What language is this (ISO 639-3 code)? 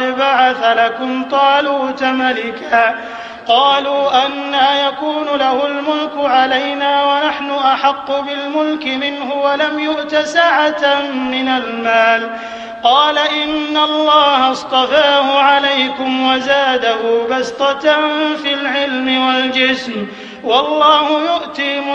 ara